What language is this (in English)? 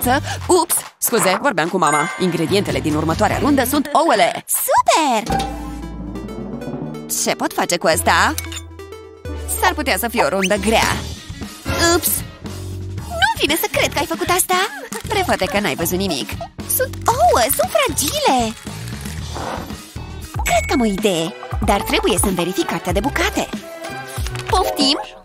Romanian